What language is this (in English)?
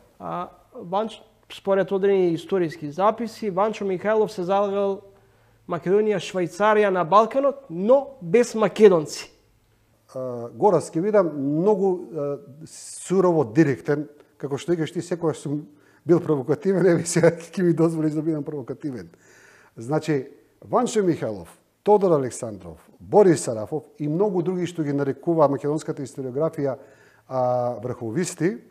Macedonian